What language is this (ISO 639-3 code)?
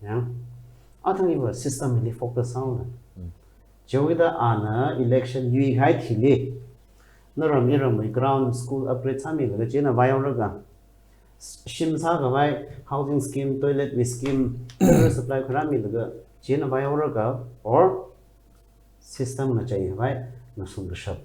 nmf